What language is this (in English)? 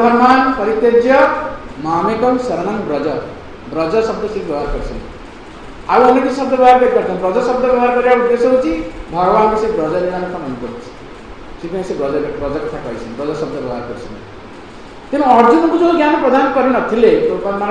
Odia